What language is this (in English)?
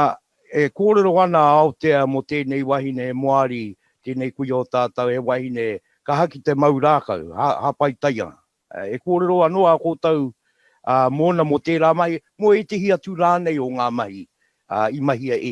Māori